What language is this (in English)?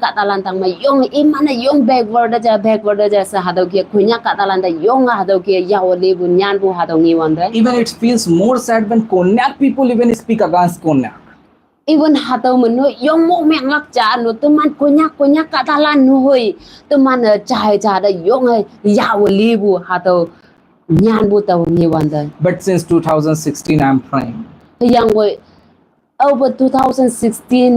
Konyak Naga